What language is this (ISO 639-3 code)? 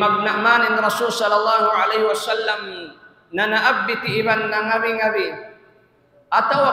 tsg